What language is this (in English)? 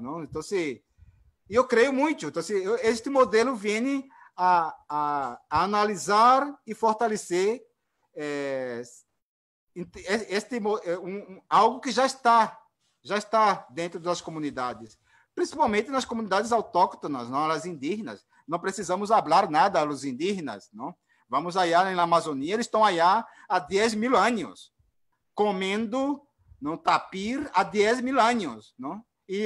Portuguese